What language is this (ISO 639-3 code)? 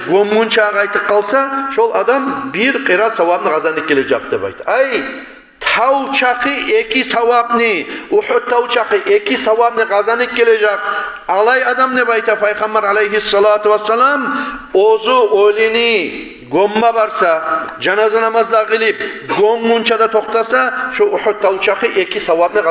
kum